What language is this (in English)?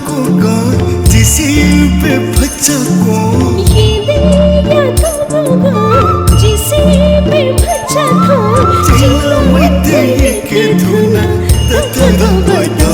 Newari